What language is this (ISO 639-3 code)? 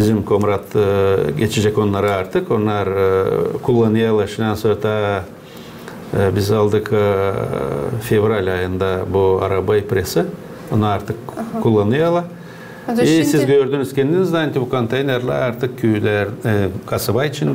gag